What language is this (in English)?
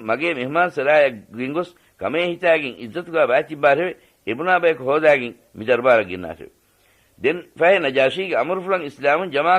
Divehi